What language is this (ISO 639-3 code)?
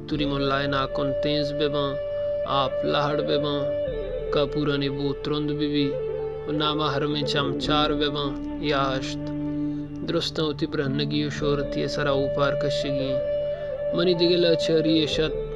bal